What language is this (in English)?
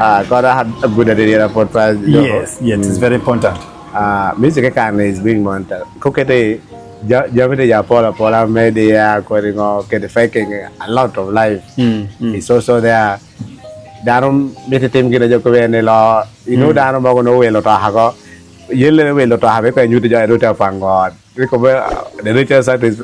Acoli